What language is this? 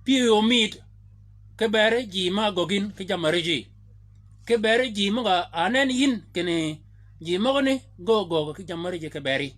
Shilluk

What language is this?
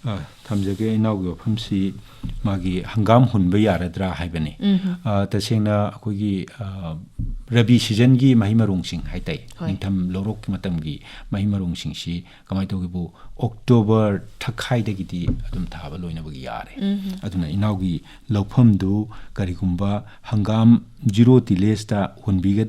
Manipuri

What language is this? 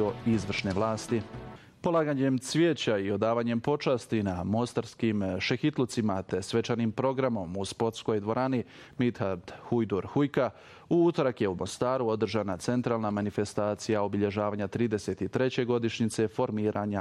Bosnian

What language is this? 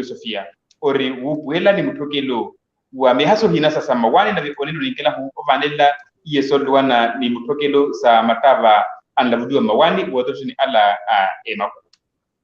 Makhuwa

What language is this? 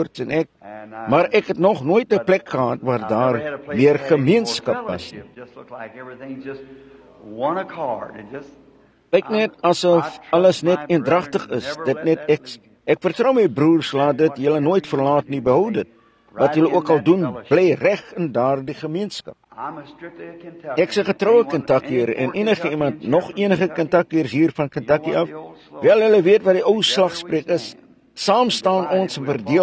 Afrikaans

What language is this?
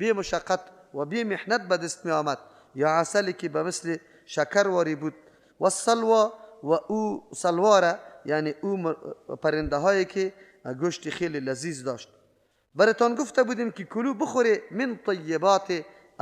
Persian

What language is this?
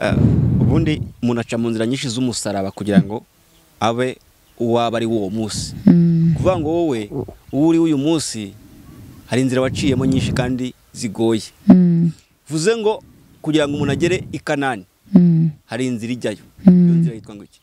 Kinyarwanda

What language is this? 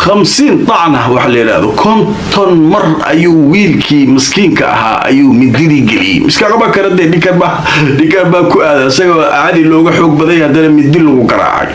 Somali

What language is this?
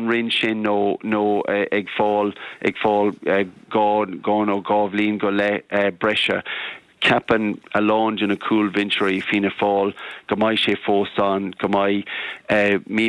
Irish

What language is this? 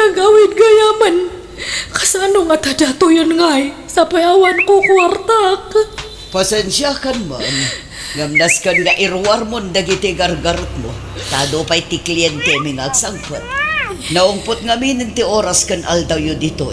Iloko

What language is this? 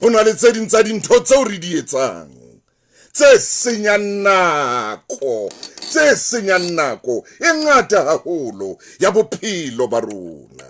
Southern Sotho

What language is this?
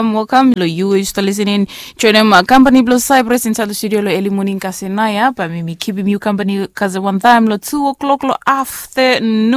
Bislama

